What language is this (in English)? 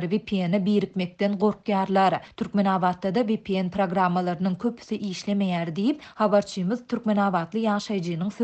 Turkmen